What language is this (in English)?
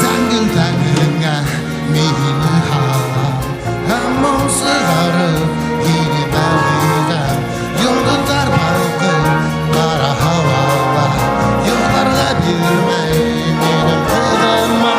Bashkir